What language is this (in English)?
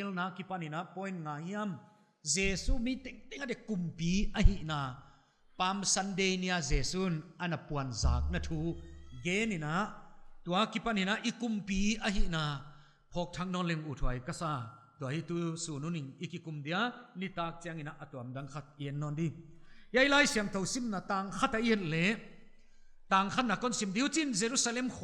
Paite Chin